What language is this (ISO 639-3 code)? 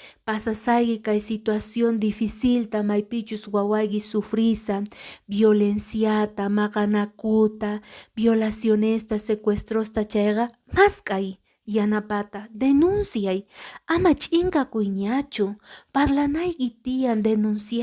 que